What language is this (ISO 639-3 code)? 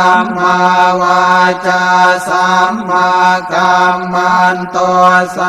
pli